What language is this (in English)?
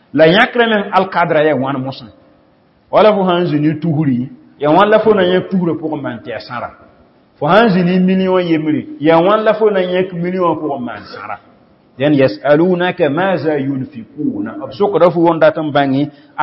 Mossi